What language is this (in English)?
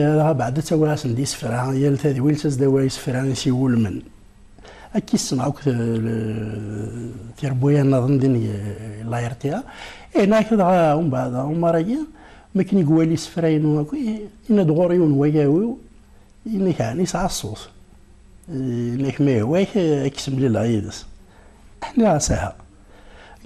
Kabyle